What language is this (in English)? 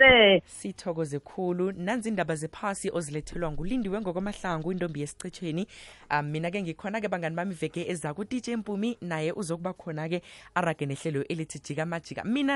South Ndebele